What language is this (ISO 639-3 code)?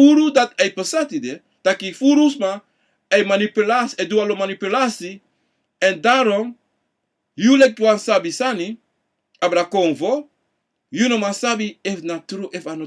srn